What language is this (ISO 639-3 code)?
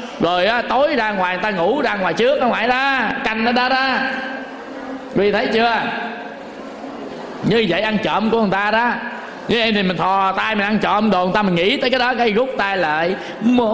vie